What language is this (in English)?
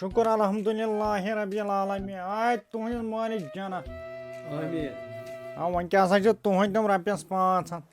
Kashmiri